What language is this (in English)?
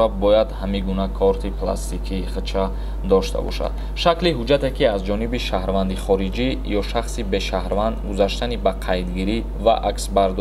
Tajik